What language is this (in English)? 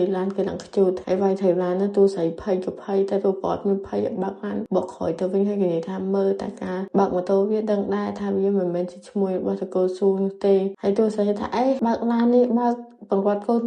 Khmer